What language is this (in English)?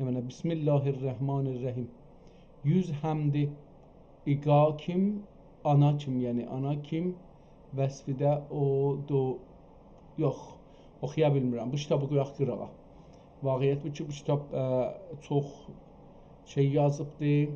South Azerbaijani